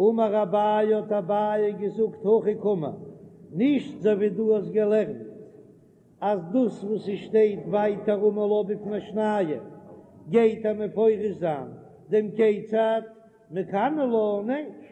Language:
Yiddish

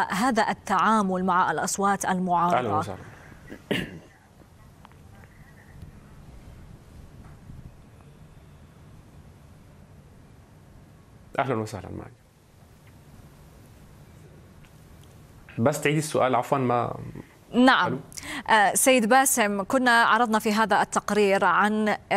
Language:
Arabic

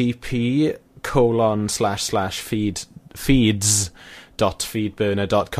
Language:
Welsh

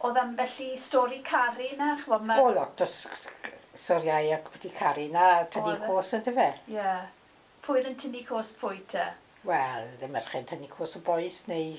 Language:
Welsh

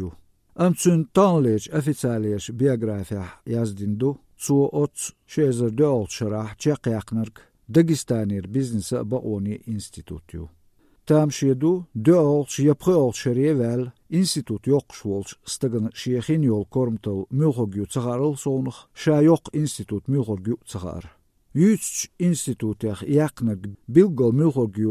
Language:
Chechen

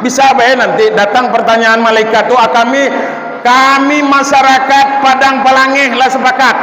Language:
Minangkabau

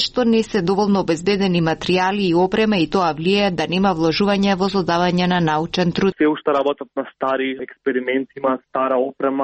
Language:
Macedonian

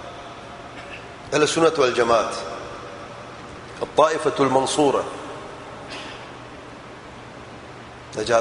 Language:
Urdu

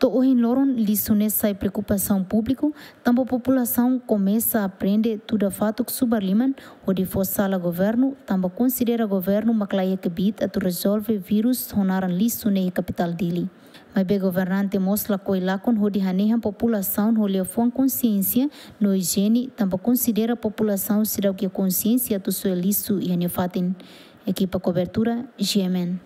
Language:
Tetum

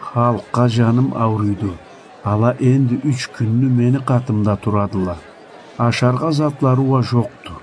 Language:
Karachay-Balkar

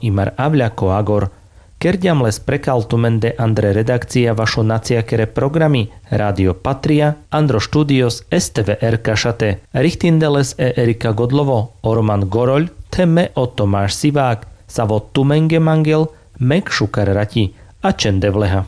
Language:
Carpathian Romani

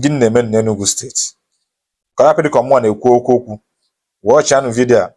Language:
Igbo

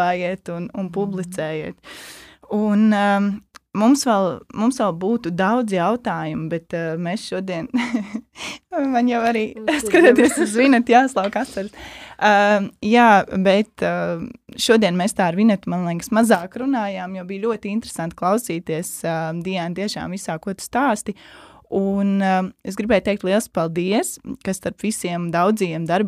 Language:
Latvian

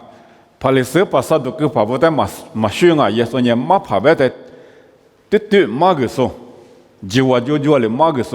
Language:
Lisu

